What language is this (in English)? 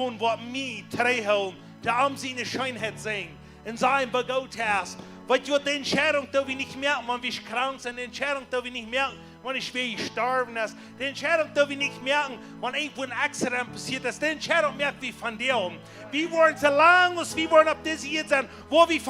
Plautdietsch